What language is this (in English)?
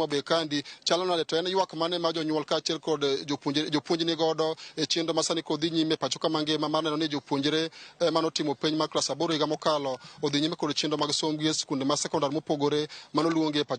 Luo (Kenya and Tanzania)